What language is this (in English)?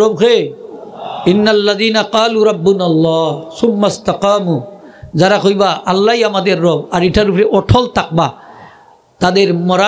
Sylheti